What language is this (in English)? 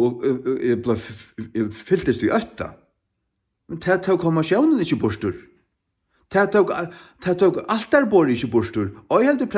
Faroese